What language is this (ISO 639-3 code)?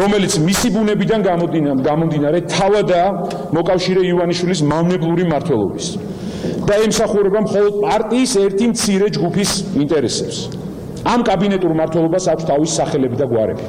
kat